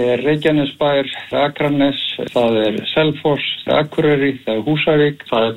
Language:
Icelandic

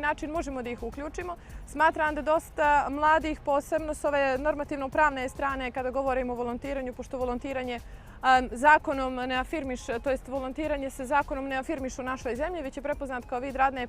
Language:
Bosnian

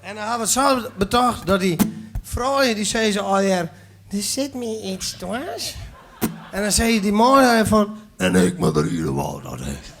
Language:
Western Frisian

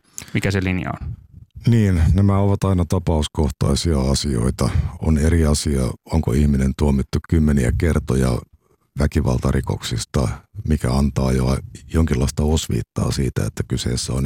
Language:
Finnish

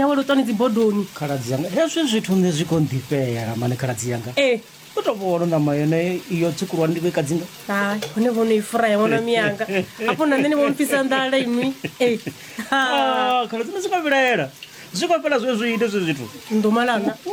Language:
Venda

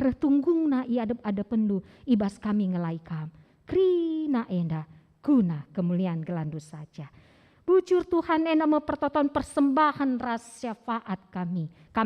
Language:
Batak Karo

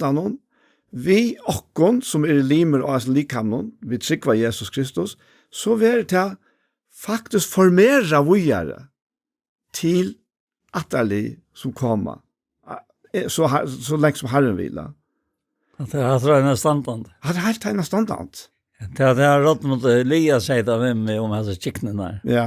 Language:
Faroese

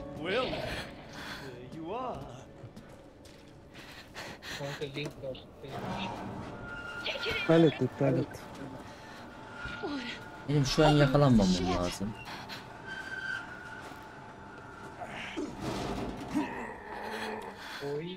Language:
Turkish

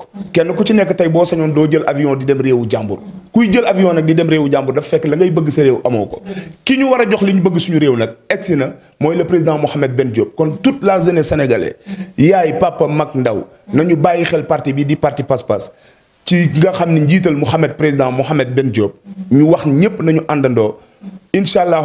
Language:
Wolof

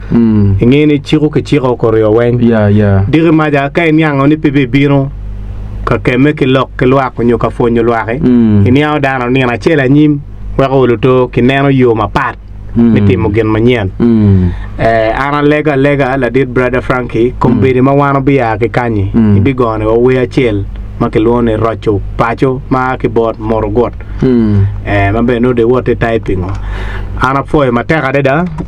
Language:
Acoli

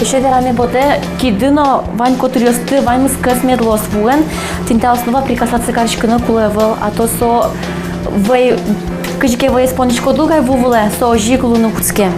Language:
Udmurt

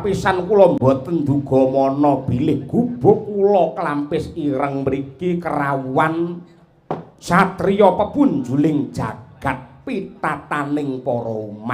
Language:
Javanese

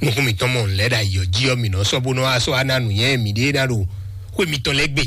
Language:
Fon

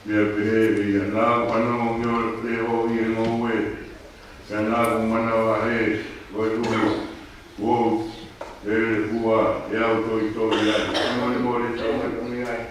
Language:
Tongan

